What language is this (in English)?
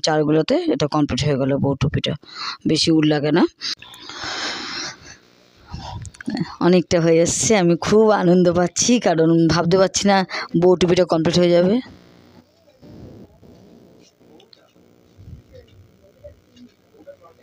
Bangla